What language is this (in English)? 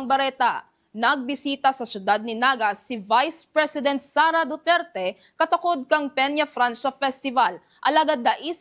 Bikol